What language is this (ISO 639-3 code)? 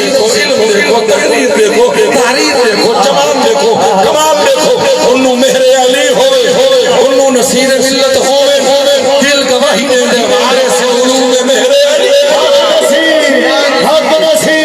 skr